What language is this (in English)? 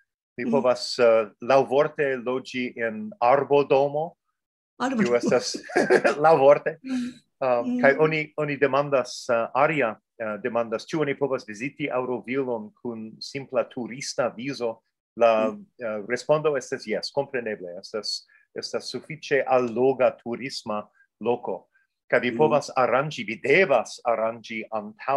Esperanto